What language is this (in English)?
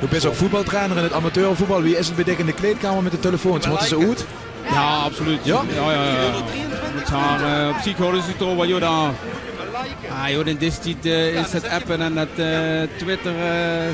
Limburgish